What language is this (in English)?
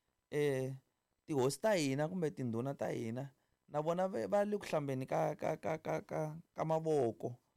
Tsonga